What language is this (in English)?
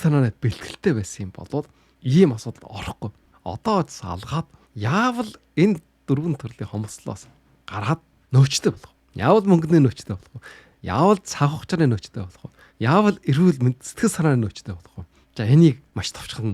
Mongolian